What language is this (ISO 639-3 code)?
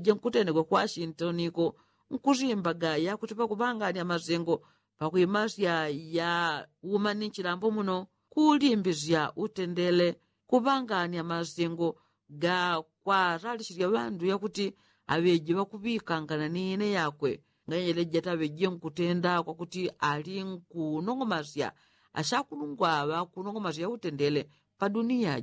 yao